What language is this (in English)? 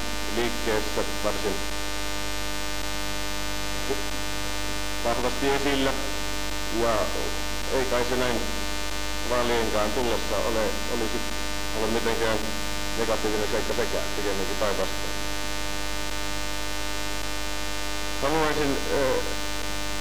Finnish